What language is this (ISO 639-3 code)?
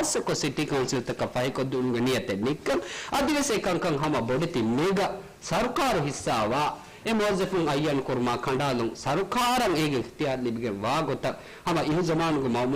div